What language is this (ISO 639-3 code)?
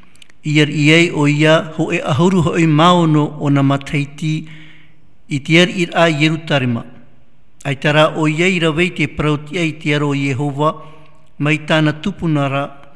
tah